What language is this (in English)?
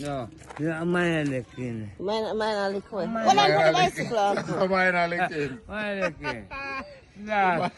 Jamaican Creole English